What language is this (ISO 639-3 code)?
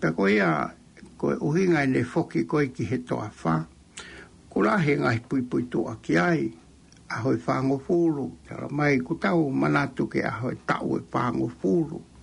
ton